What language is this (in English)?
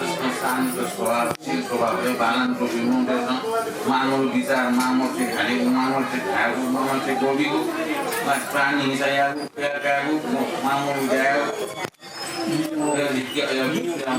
Newari